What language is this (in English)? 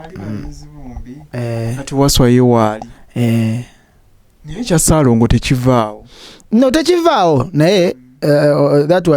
Ganda